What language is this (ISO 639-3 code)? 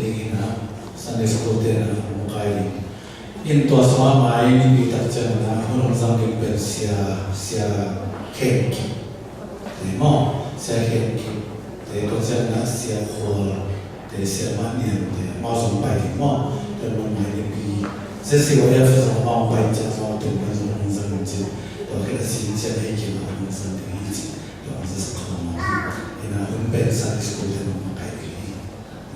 ctd